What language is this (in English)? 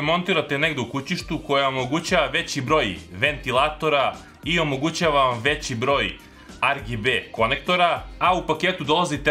Serbian